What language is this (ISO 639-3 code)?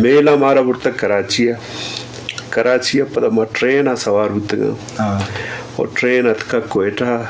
bgp